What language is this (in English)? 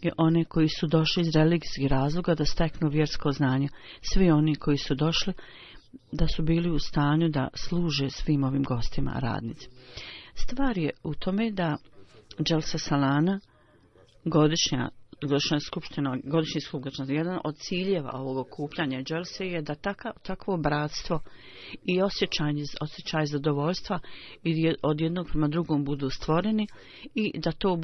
Bosnian